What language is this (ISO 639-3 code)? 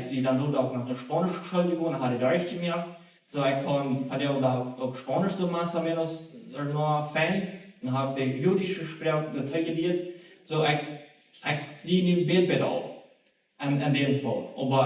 pdt